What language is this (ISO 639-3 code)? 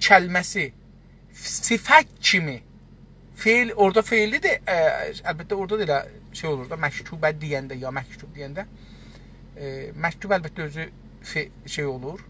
azb